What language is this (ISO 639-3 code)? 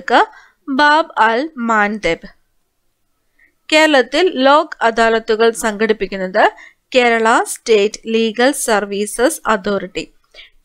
mal